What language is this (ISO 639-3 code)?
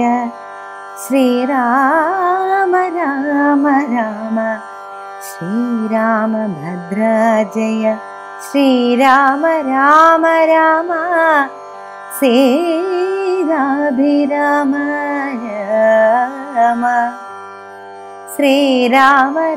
mal